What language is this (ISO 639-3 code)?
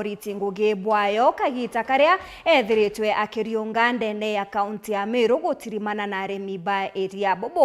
mer